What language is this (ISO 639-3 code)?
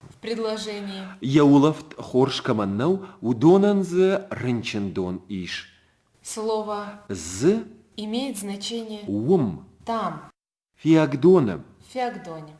oss